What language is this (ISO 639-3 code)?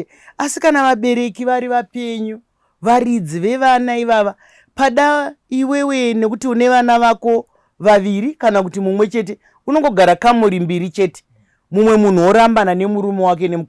sna